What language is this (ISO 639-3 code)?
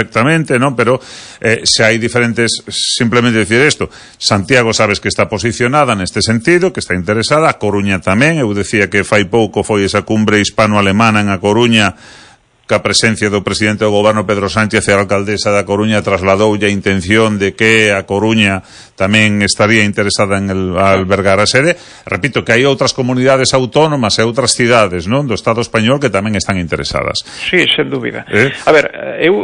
glg